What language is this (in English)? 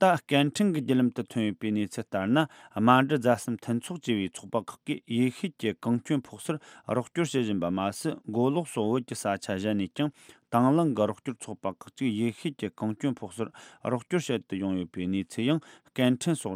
Tibetan